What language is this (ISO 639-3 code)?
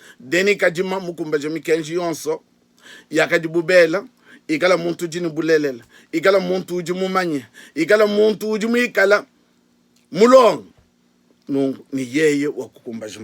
lua